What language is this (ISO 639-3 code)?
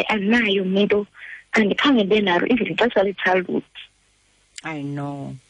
xho